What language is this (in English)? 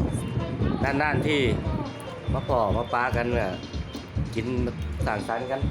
Lao